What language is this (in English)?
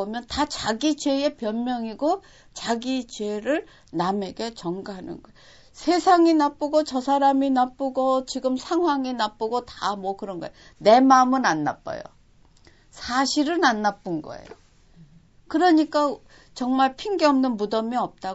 Korean